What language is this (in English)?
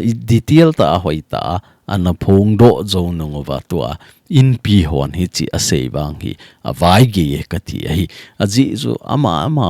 Thado Chin